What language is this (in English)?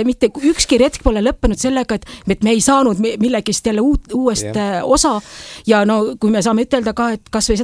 Estonian